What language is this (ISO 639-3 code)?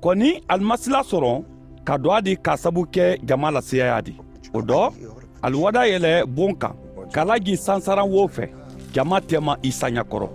man